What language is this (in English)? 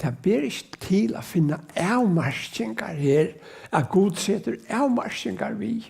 Faroese